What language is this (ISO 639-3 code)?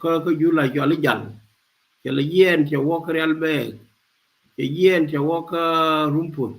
nus